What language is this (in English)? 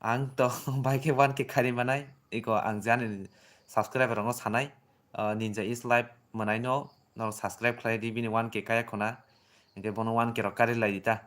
Kok Borok